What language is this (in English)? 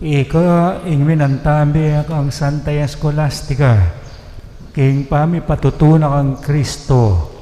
Pampanga